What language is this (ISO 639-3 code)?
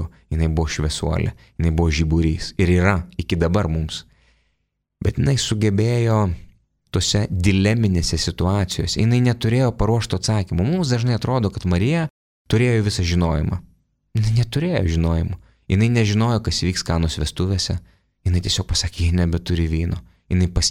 lit